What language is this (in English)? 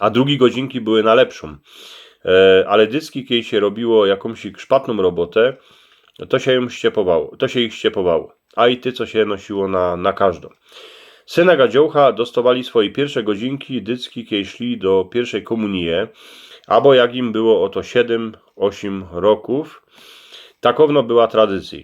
Silesian